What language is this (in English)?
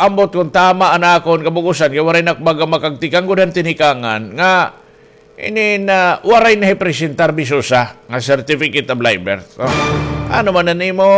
Waray